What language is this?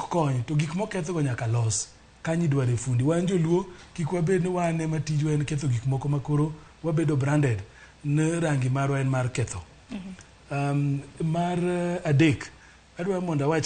Luo (Kenya and Tanzania)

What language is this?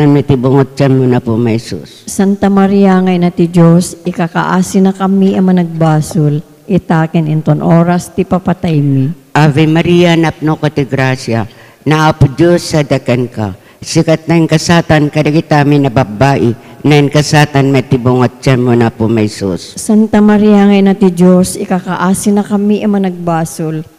Iloko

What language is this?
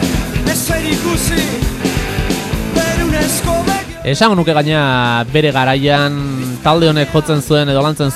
Basque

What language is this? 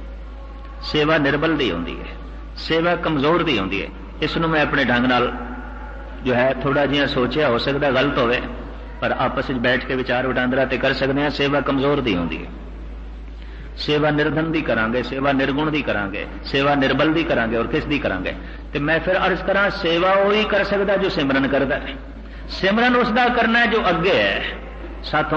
Punjabi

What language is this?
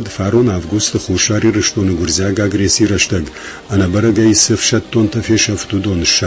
Ossetic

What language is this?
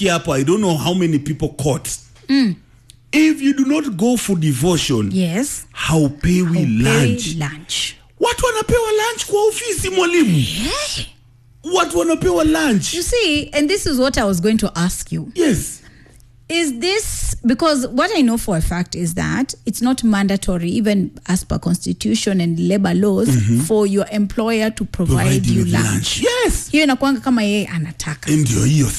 Swahili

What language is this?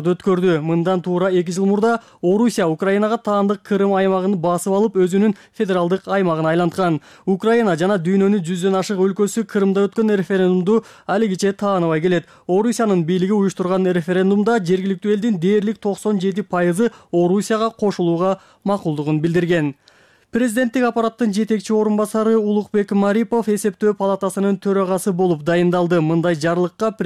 Kyrgyz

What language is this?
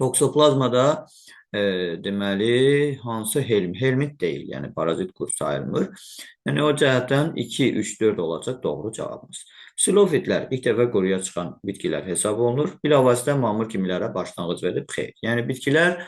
Azerbaijani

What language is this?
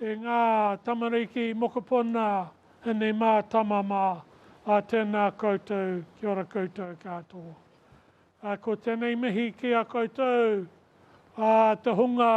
Māori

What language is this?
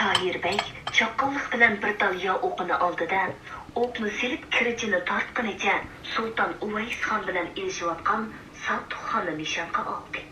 Uyghur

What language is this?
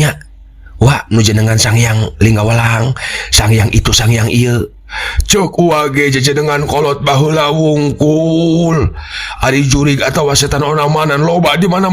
Sundanese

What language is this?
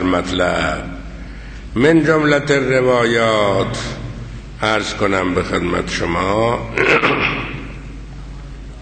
Persian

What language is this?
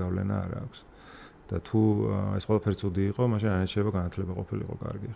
Georgian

